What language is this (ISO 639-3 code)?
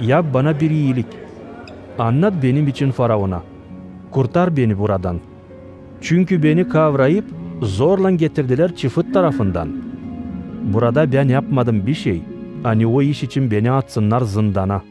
gag